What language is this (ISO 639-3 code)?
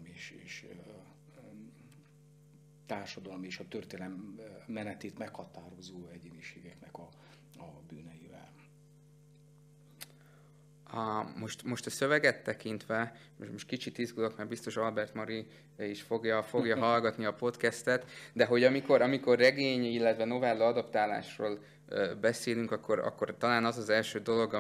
hun